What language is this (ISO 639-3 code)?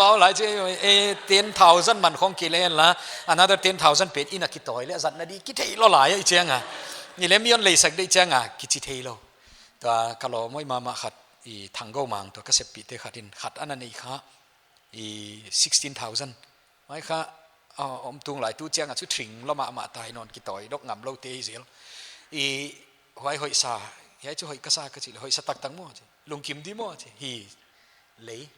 pck